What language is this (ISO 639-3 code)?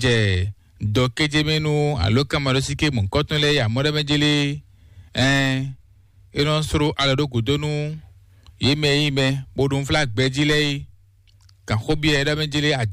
fon